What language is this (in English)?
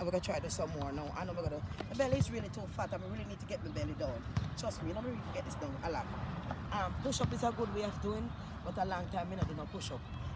Jamaican Creole English